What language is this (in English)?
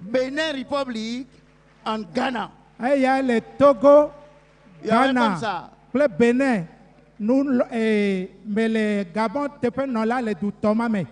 Ewe